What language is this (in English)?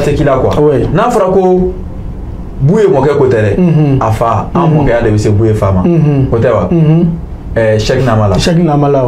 Bambara